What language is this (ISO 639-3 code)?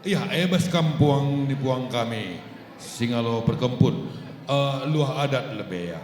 btx